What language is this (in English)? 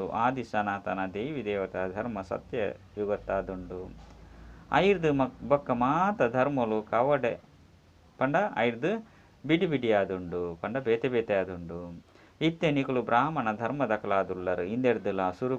Tulu